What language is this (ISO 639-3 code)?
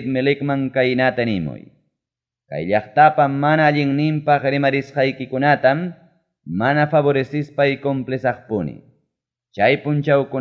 quy